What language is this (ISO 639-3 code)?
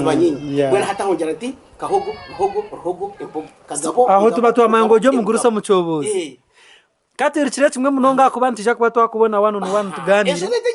nyn